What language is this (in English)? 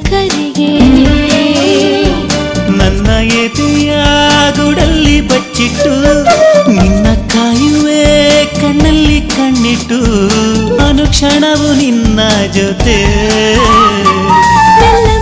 Kannada